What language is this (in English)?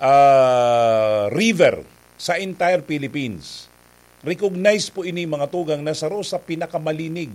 Bikol